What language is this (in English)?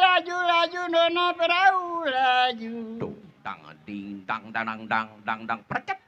Betawi